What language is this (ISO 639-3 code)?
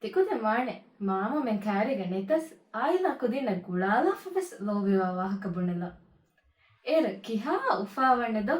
div